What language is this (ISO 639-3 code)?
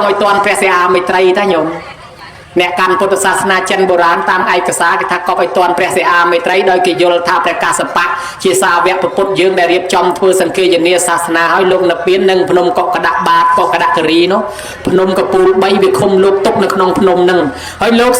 khm